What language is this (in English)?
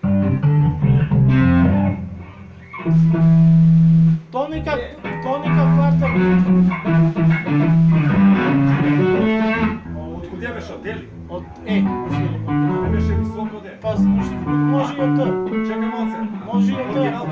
Macedonian